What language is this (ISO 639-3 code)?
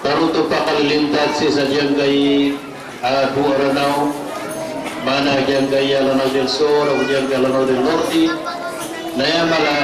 mrw